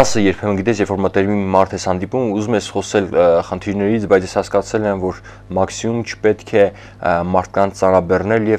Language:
Armenian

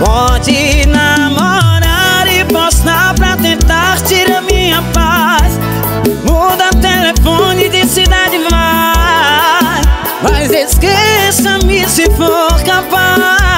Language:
Portuguese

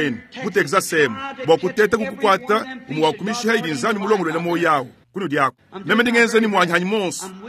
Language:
Luba-Lulua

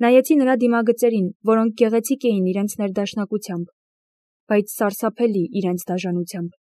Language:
Armenian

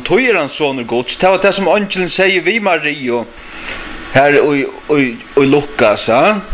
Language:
Faroese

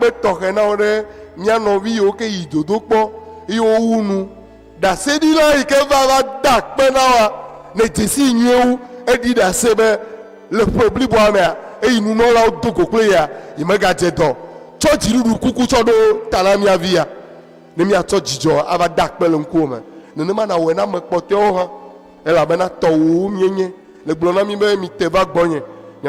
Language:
Ewe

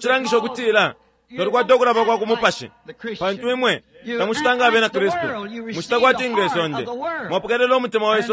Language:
Bemba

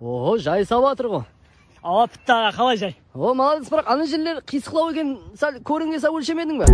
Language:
Kara-Kalpak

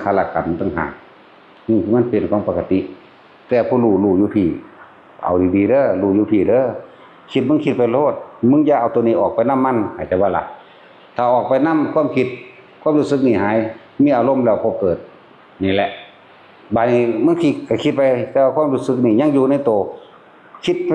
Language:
Northeastern Thai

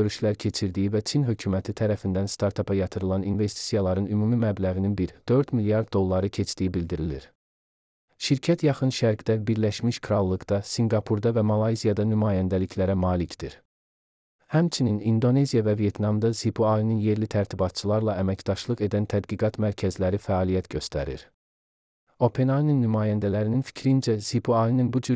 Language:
Azerbaijani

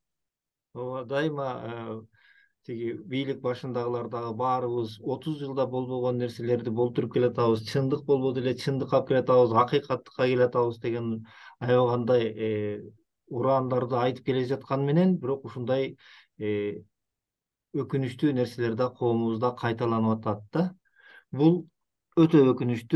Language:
Kyrgyz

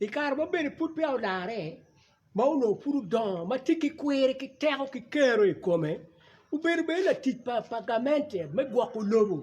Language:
Acoli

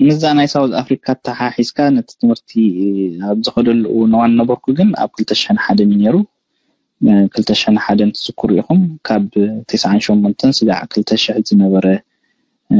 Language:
Tigrinya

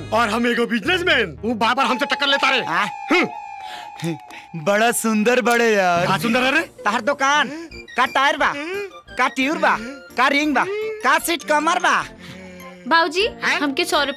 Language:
Bhojpuri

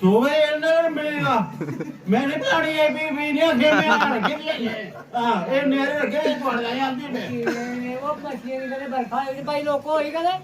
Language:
Dogri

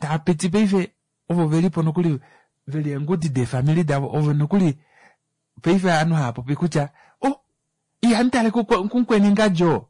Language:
Kuanyama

